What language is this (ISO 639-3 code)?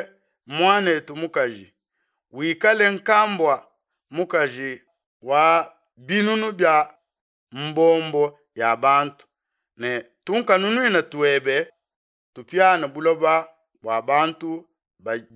lua